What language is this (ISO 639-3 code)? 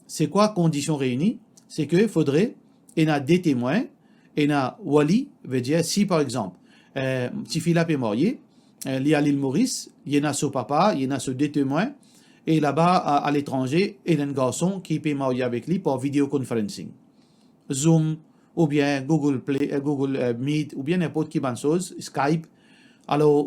mfe